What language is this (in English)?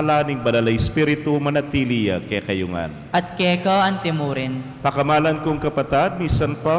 Pampanga